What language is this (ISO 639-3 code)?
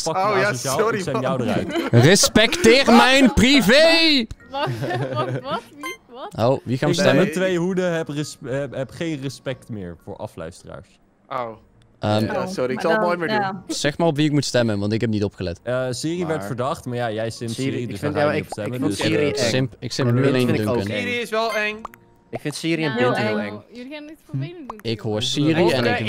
nld